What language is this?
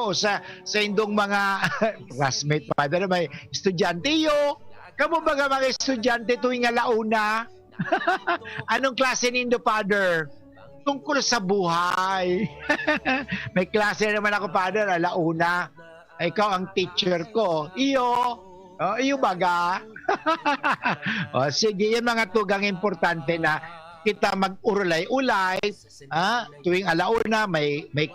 Bikol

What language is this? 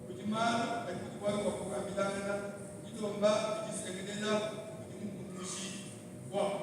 Luba-Lulua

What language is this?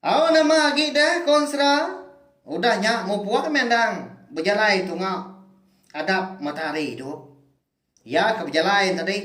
Iban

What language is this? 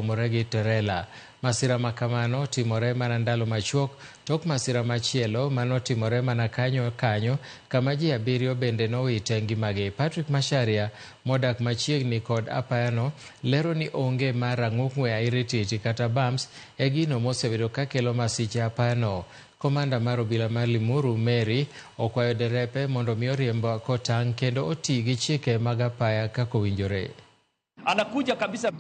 Luo (Kenya and Tanzania)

